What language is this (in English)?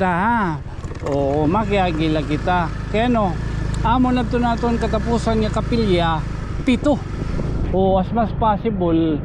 Waray